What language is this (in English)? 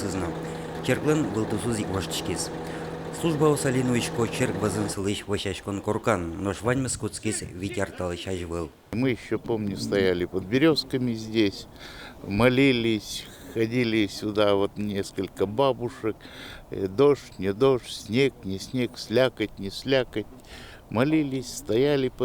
Udmurt